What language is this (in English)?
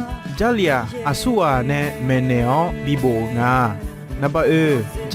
Akha